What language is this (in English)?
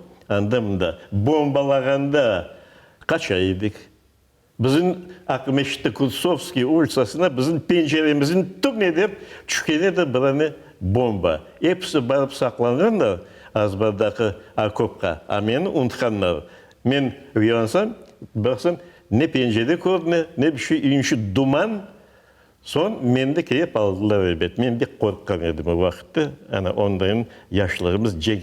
Crimean Tatar